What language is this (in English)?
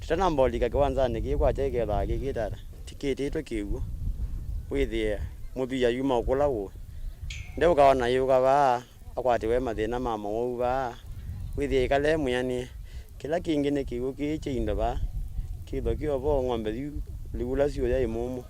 Kamba